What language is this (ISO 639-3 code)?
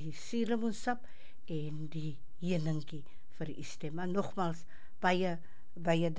afr